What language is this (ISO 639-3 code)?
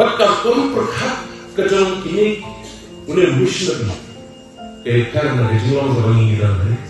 kha